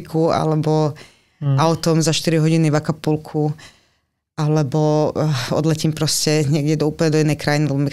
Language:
Slovak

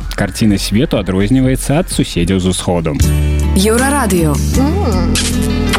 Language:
Belarusian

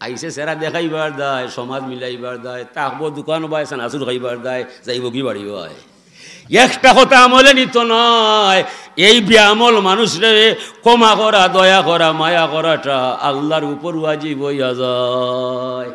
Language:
Sylheti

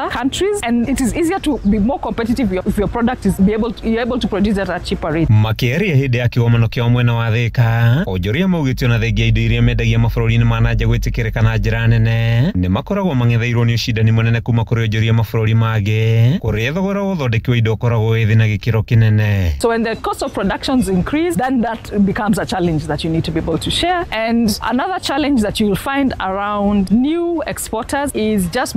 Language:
Kikuyu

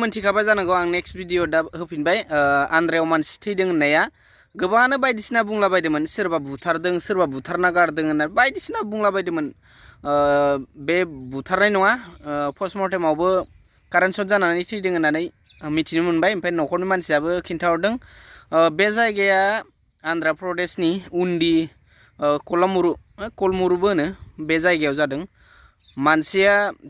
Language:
Bodo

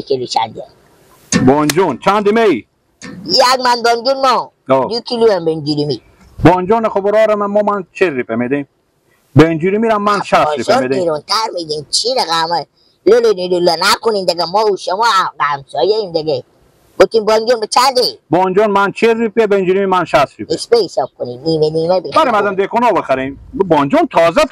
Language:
Persian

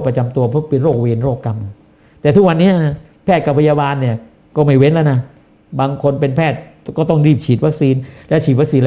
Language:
Thai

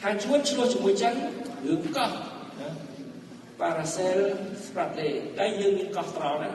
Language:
Khmer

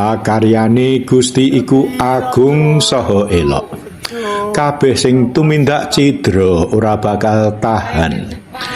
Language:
Javanese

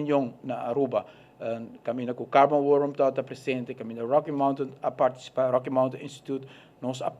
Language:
Papiamento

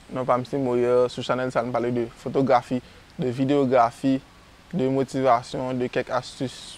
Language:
Haitian Creole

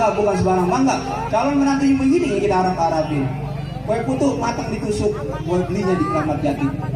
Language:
Betawi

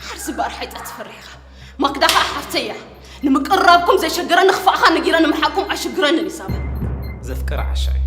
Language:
Tigrinya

